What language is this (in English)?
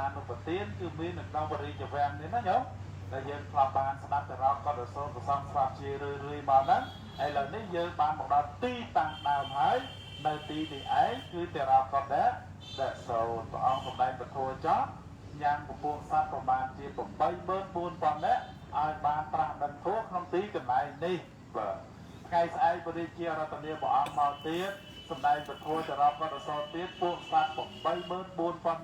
Khmer